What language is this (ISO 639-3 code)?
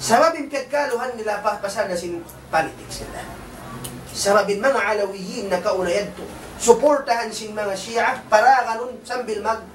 tsg